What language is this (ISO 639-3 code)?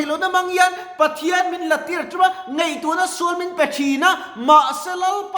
lus